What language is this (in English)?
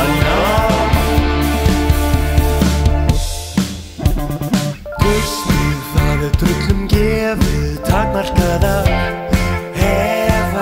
Icelandic